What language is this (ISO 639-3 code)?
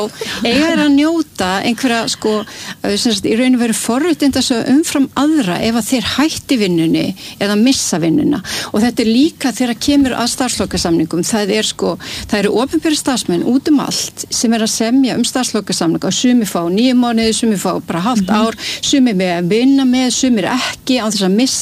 isl